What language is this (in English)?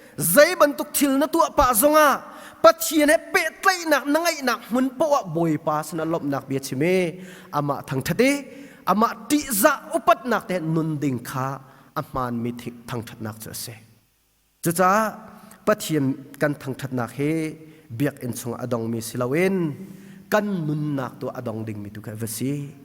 Hakha Chin